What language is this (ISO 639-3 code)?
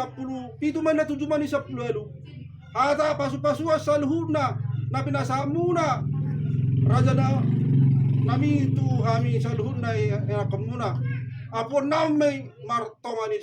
bbc